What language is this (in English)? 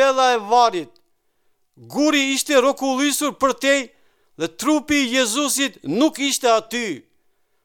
Albanian